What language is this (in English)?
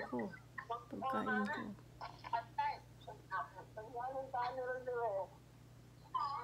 Filipino